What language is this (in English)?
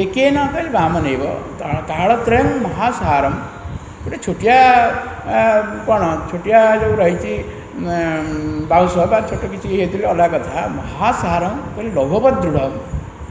Odia